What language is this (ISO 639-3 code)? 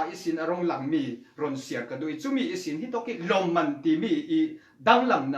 cfm